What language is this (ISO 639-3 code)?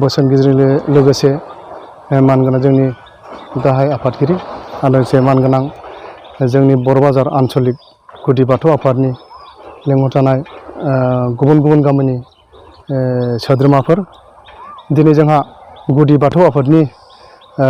brx